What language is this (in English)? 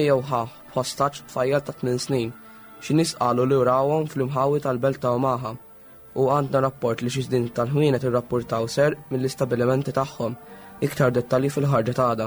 Maltese